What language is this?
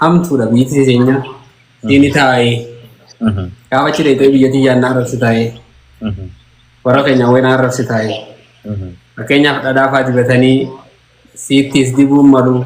Oromo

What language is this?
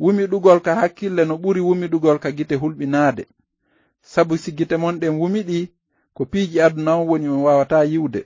Fula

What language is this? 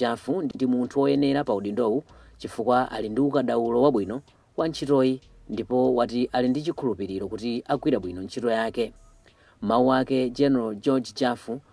Nyanja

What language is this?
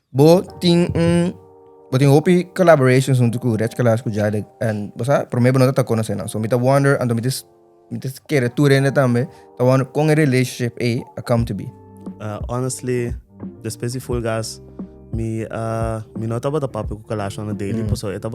Papiamento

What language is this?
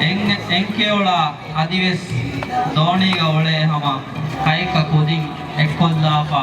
Divehi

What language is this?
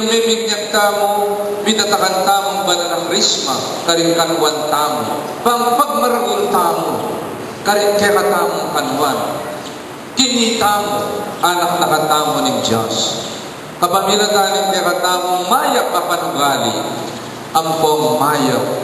Pampanga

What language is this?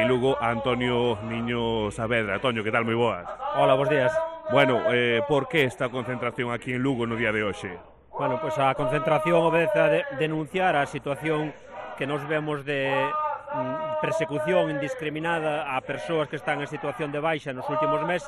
Galician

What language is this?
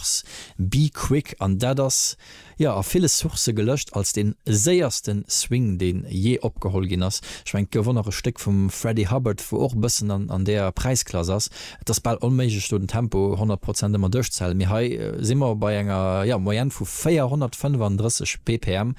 Luxembourgish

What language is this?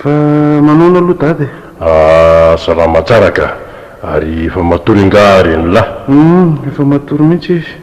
Malagasy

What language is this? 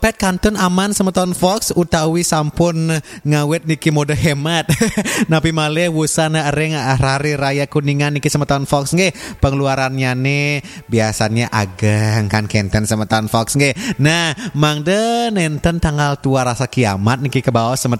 Balinese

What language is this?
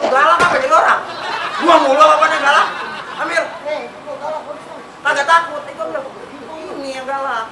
Betawi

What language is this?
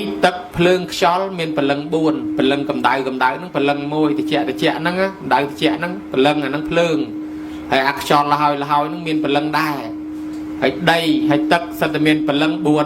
Khmer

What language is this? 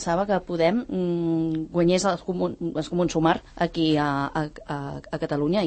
Catalan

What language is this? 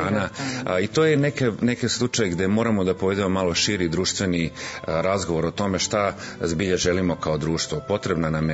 Serbian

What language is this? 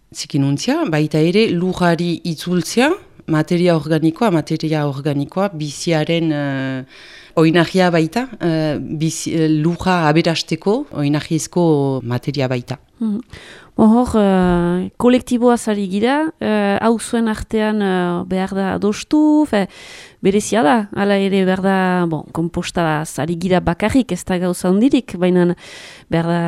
Basque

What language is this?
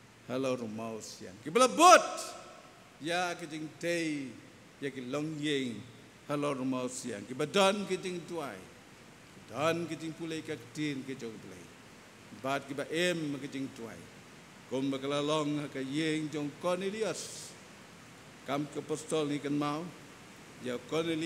Khasi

